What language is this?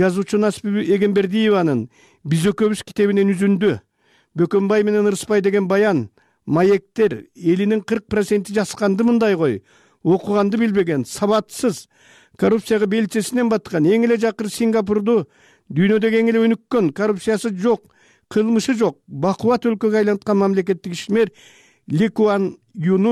Kyrgyz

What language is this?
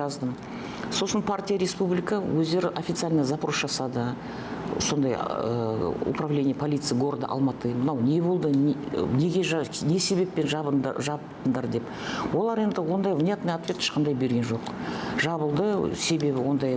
Kazakh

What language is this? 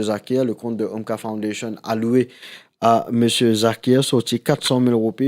Morisyen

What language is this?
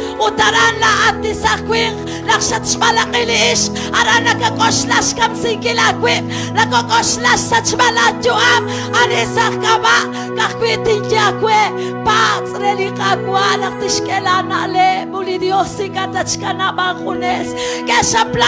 Kekchí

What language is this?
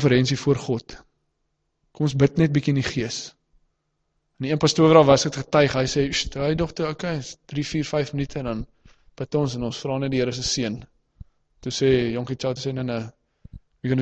Afrikaans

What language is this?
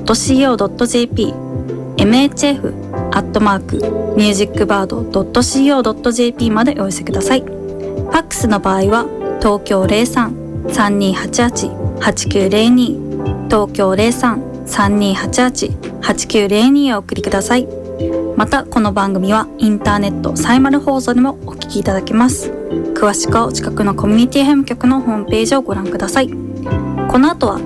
Japanese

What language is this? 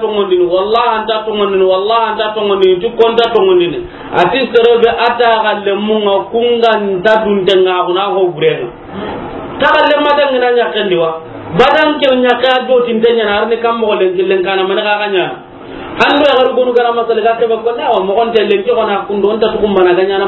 Soninke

